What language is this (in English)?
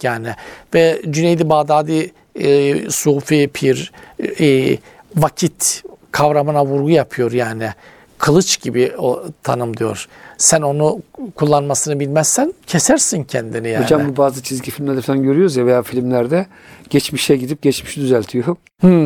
Turkish